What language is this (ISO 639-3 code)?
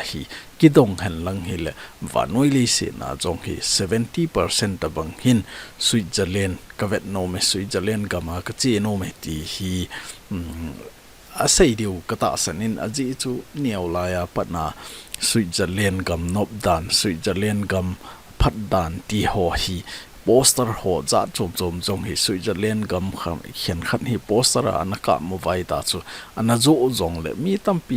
tcz